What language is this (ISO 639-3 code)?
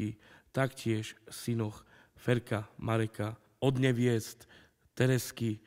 slk